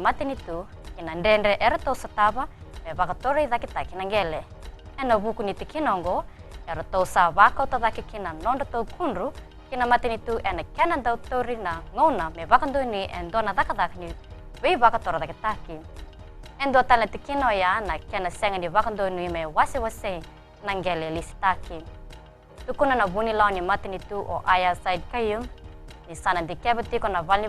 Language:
Fijian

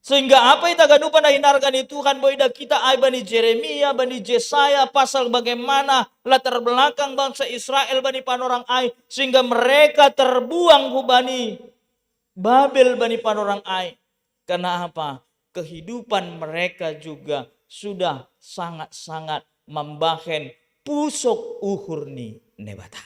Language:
Batak Simalungun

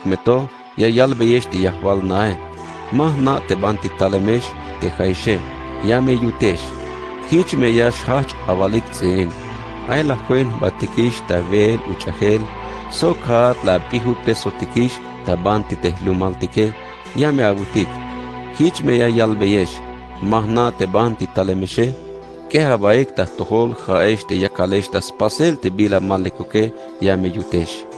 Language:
Tzeltal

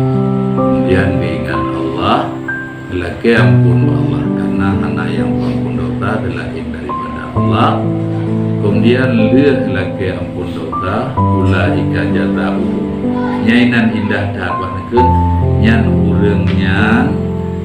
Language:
Achinese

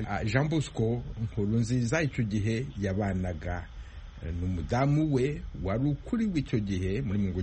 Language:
Kinyarwanda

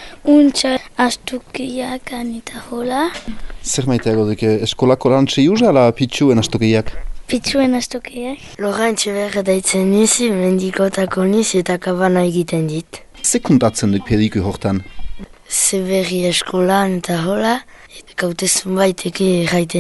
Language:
Basque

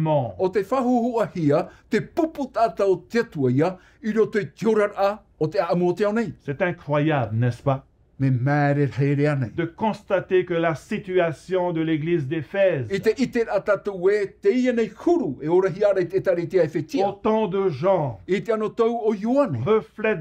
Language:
Tahitian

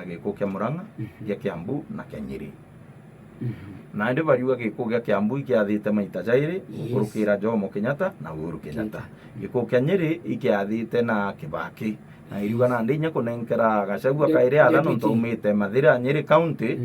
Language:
Meru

